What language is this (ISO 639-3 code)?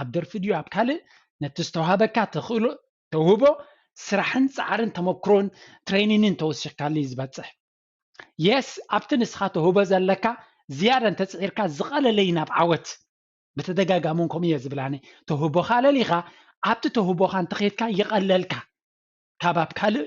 tir